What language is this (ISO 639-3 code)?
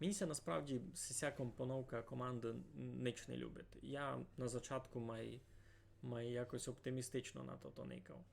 rue